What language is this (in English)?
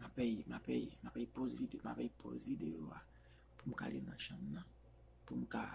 Haitian Creole